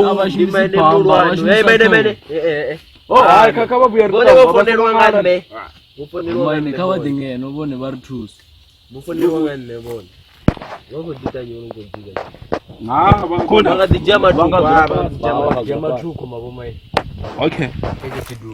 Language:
Venda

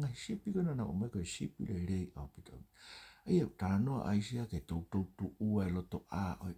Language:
Tongan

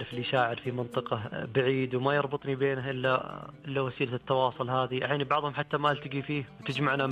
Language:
Najdi Arabic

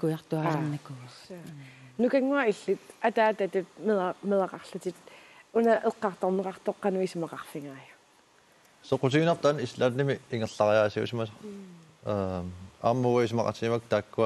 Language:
Kalaallisut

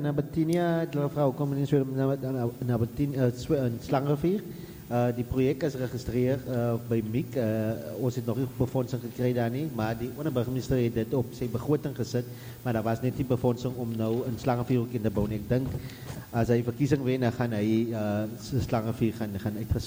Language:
Afrikaans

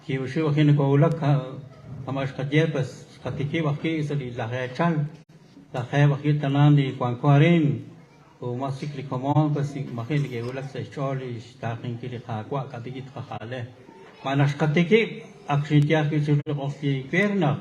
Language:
Kekchí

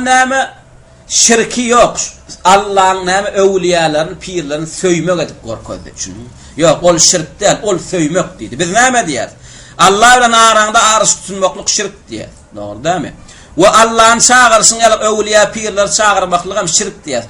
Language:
Turkmen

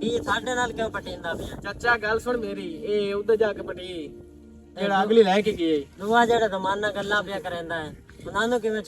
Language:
Western Panjabi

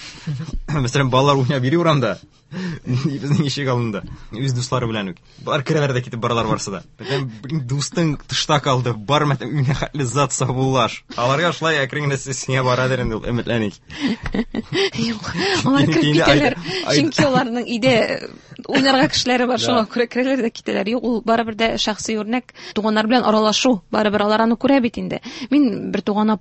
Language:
Tatar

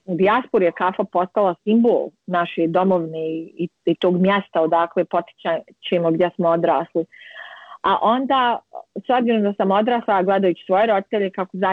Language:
Bosnian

